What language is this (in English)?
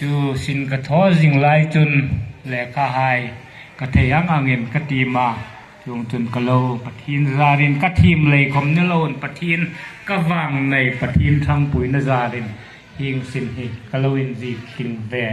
Hmar